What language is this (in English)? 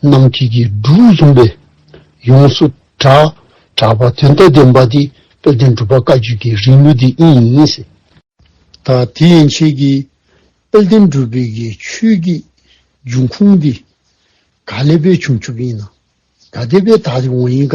Dzongkha